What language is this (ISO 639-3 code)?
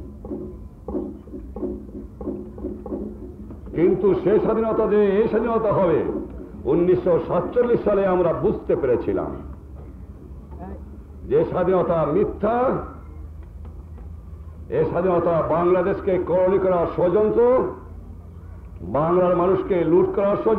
ben